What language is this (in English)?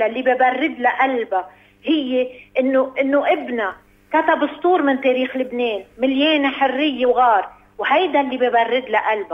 North Levantine Arabic